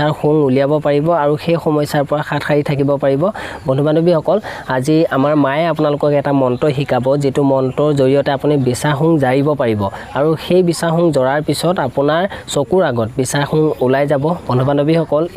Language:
Assamese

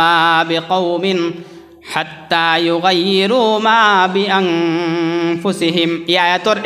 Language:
Sylheti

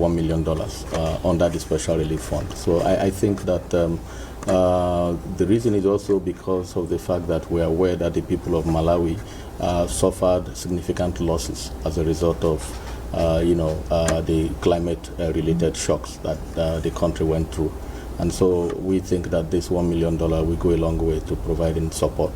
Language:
English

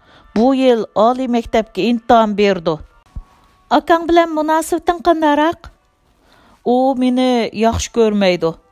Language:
Uyghur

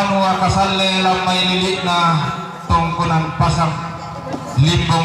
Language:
Toraja-Sa'dan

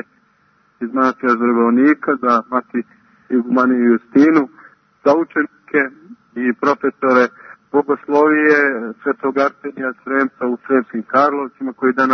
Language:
Serbian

